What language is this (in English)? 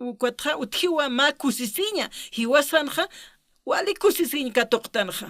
Aymara